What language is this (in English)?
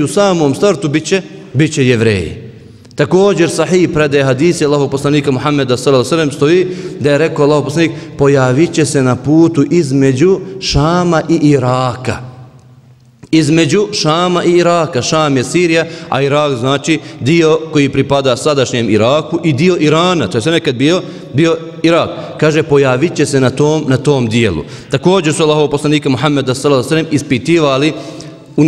Bosnian